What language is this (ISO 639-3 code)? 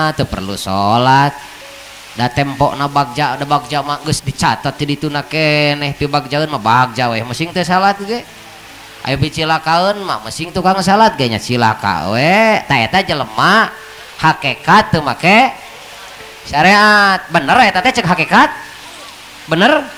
sun